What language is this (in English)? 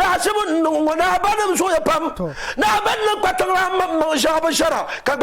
Dagbani